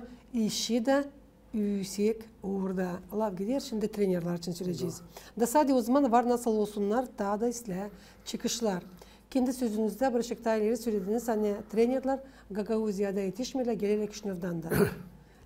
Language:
Gagauz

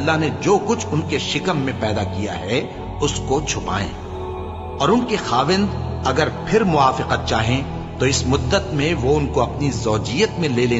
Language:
Urdu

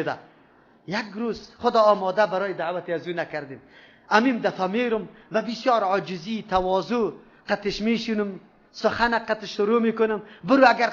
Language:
Persian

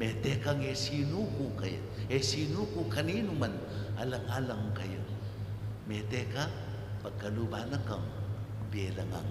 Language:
Pampanga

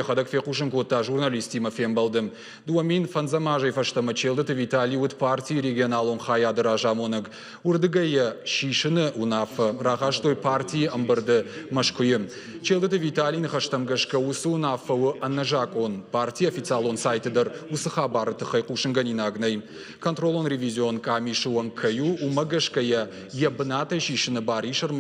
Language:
Ossetic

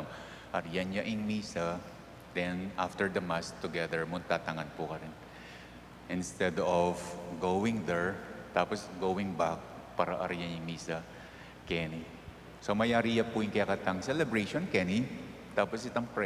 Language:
Pampanga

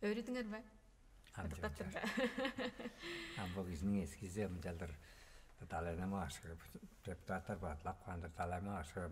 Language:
Tuvinian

